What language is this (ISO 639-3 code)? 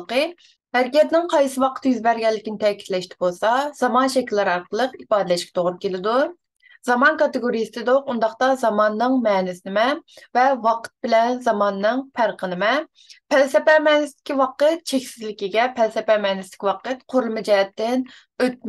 uig